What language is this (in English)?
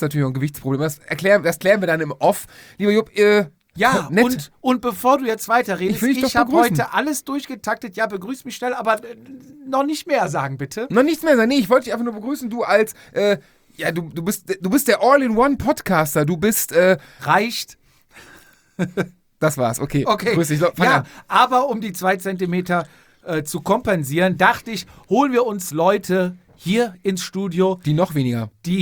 German